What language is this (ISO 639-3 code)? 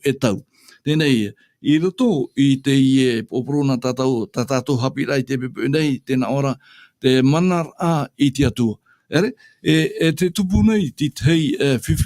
tah